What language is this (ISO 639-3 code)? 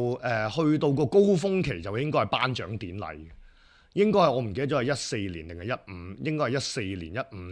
yue